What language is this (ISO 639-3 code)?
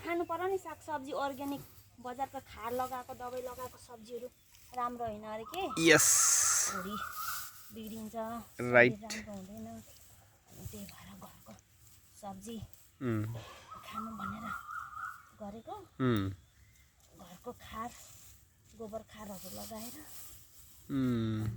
nep